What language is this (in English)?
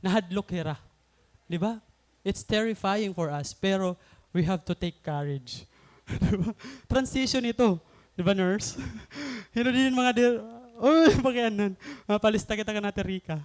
Waray